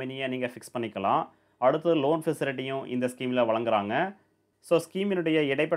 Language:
Tamil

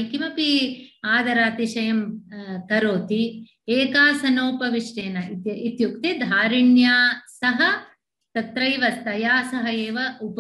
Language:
Sanskrit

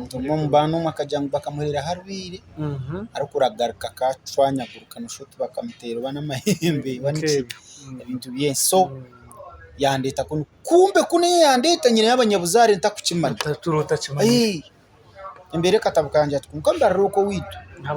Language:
Nyankole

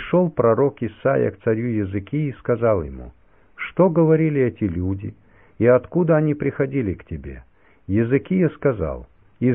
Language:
Russian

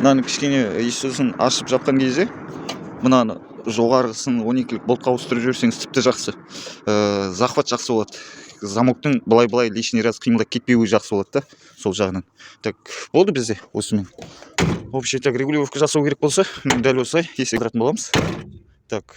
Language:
Kazakh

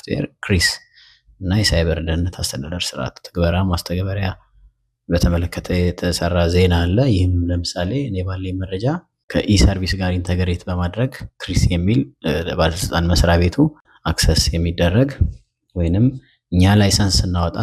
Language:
Amharic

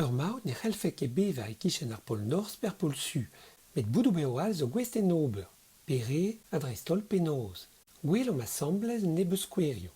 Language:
Breton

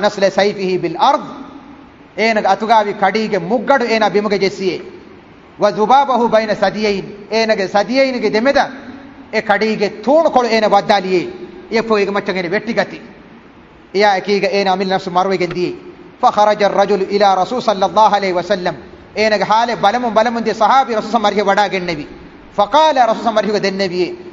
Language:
Divehi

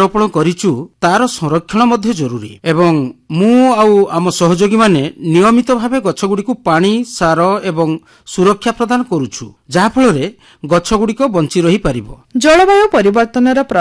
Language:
Odia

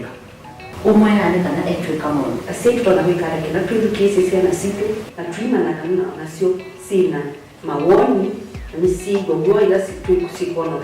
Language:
Kamba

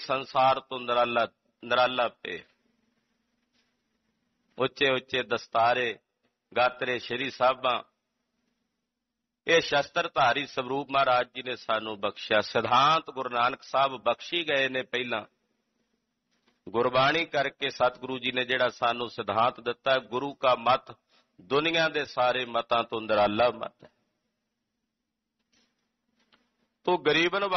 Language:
Punjabi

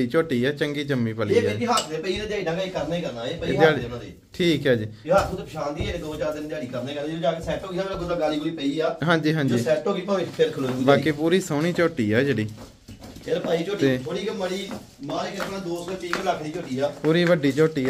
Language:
Punjabi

